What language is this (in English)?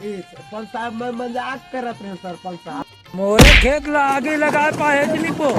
Chhattisgarhi